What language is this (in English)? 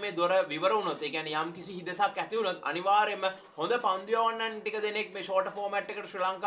Sinhala